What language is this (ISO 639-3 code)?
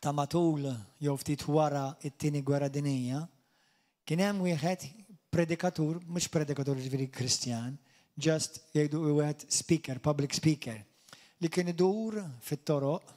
mlt